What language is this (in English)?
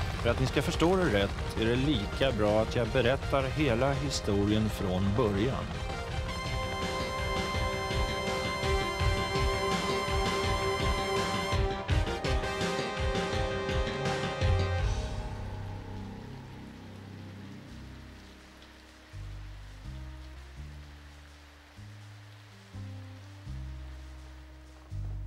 Swedish